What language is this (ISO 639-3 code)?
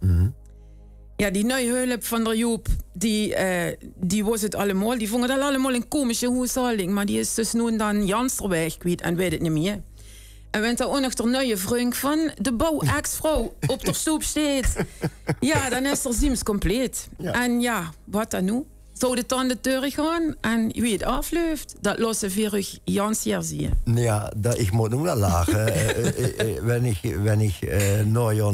lim